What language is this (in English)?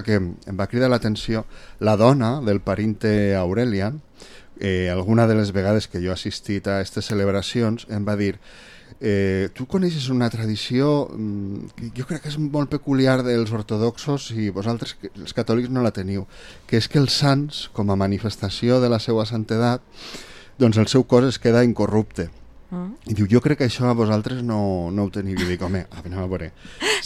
Catalan